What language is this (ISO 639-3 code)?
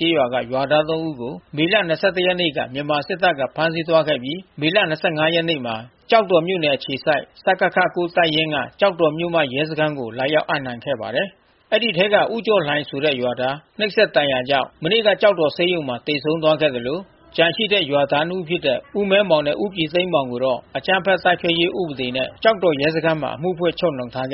mya